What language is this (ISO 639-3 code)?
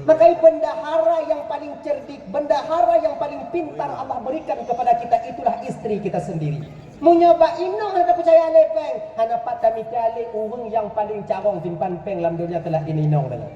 ace